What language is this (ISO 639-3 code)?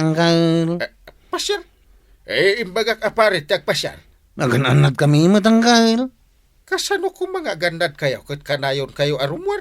ilo